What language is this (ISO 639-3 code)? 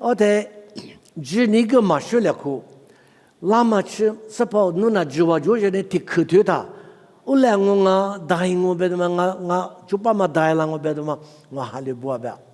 lis